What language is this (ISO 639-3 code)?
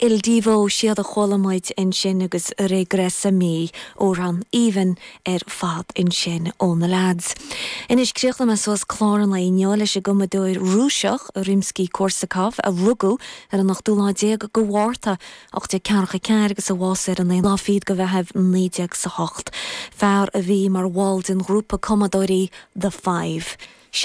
gle